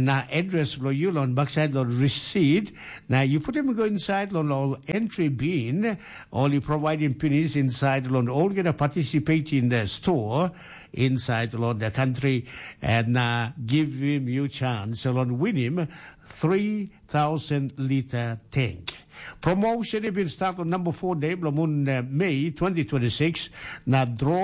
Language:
Tok Pisin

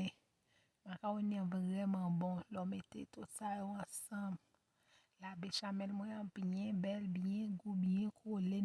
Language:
Haitian Creole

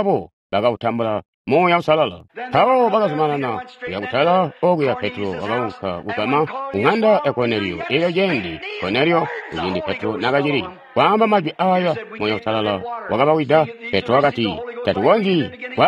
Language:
Tonga (Zambia)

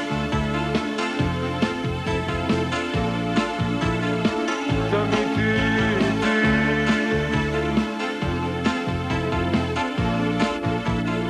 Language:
Hebrew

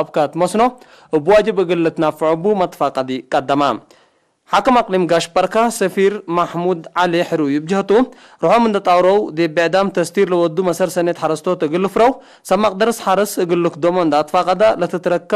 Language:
Tigre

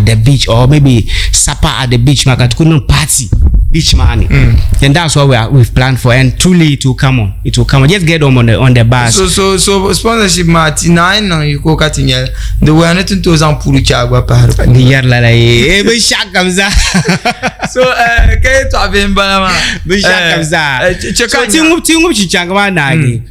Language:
Dagbani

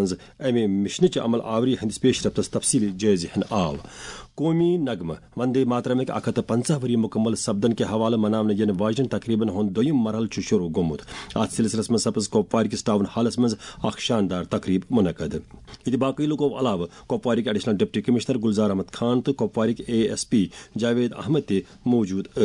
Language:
Kashmiri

